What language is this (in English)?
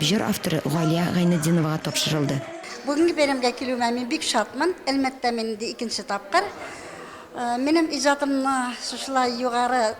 Tatar